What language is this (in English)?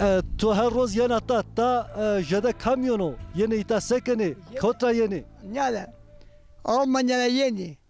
Zaza